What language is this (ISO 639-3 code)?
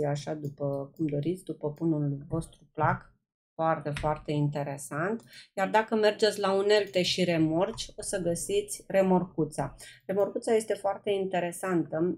ron